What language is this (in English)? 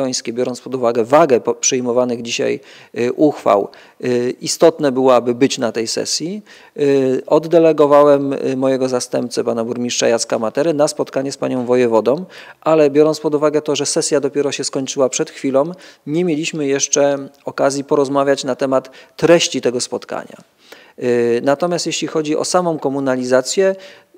Polish